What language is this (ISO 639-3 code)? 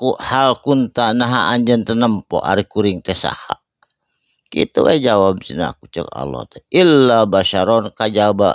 sun